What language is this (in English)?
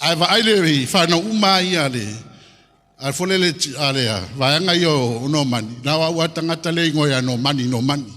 Samoan